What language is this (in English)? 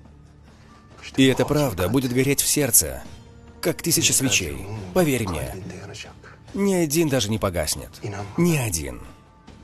Russian